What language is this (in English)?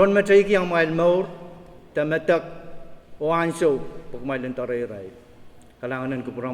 Pohnpeian